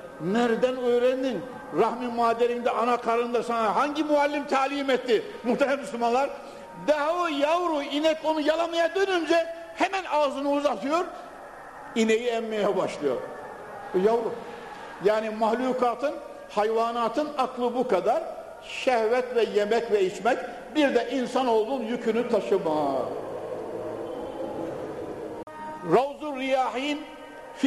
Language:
Turkish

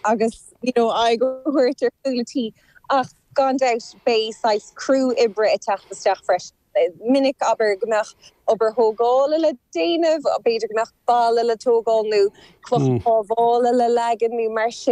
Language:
Irish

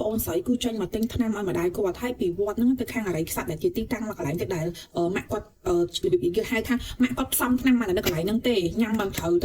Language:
Khmer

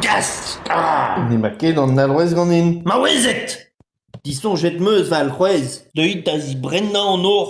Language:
Breton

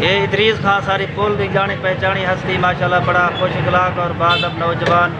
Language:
Saraiki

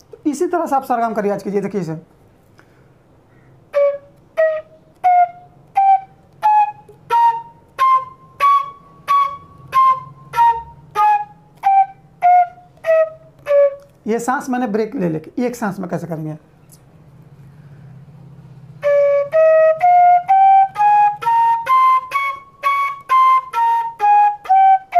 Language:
Hindi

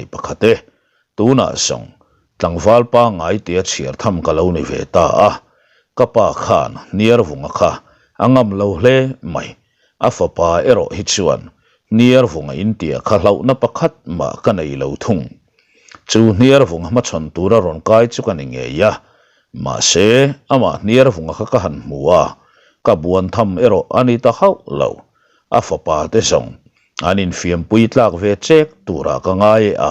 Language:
Mizo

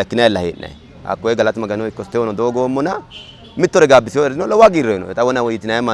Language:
Sidamo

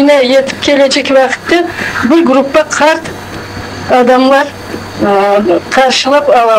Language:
Crimean Tatar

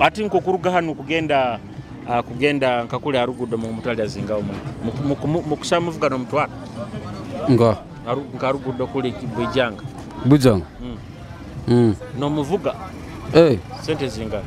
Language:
Nyoro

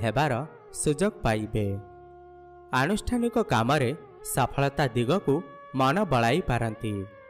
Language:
Odia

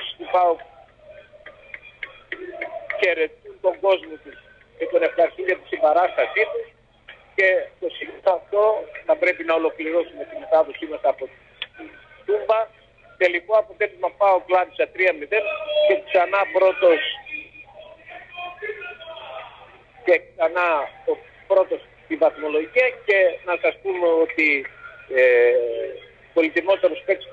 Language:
Greek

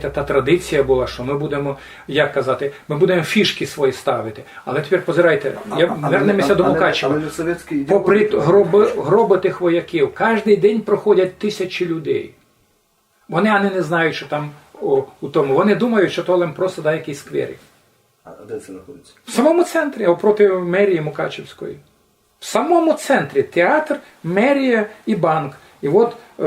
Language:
Rusyn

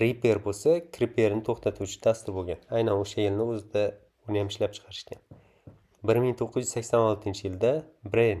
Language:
Uzbek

